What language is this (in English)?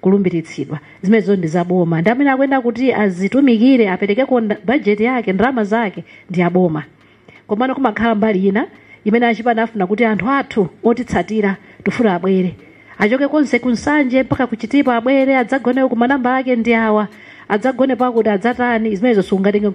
Nyanja